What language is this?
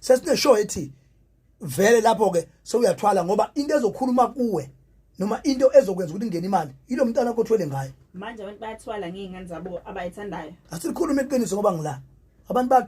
Zulu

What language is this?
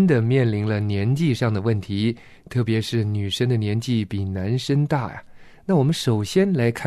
Chinese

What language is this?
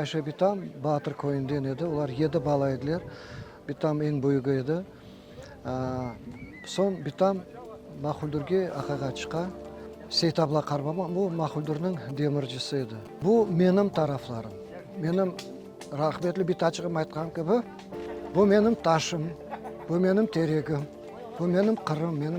Crimean Tatar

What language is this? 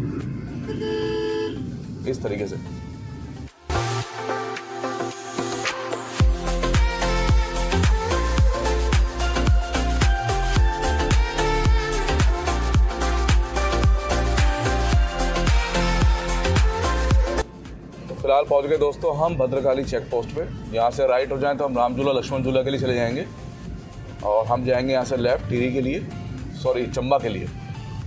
Hindi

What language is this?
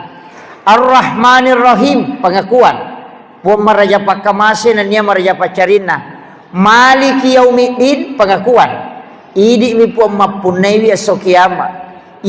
Buginese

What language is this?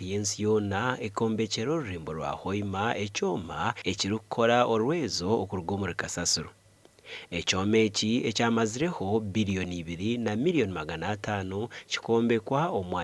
Nyankole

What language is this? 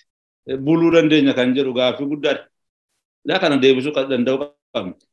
Oromo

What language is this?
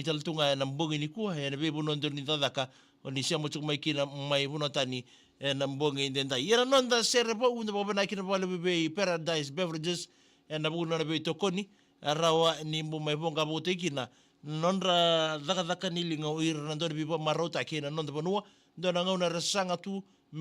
Fijian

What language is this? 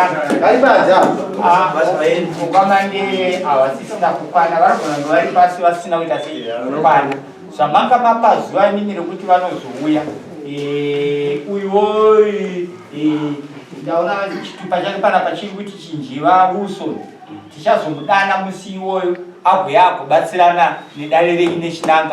Shona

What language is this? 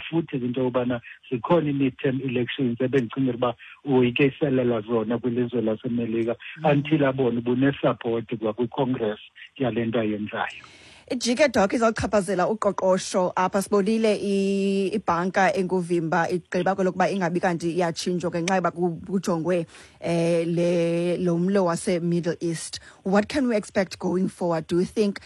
Xhosa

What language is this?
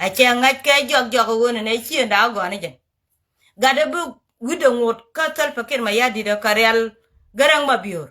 Nuer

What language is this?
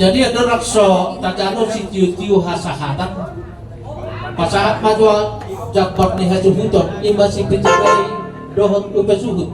Batak Toba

